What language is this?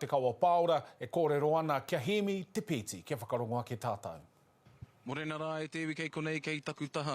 Māori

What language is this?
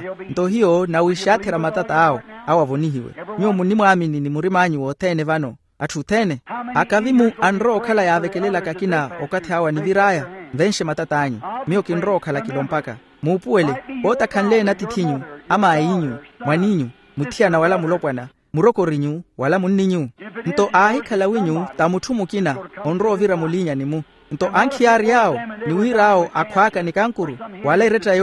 Makhuwa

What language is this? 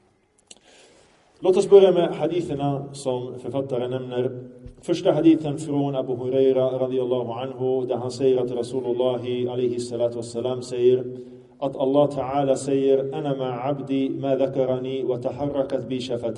Swedish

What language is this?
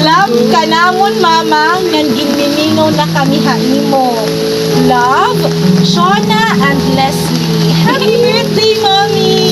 Waray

